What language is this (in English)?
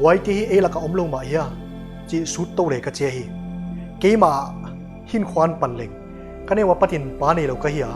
Paite Chin